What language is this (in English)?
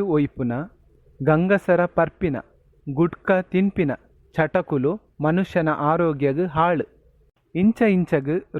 Tulu